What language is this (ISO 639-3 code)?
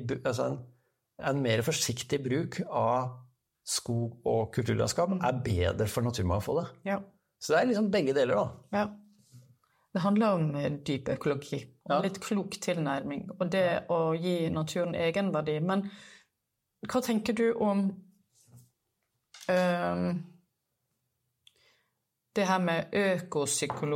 nor